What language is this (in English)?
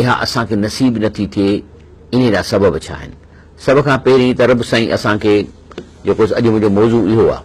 Sindhi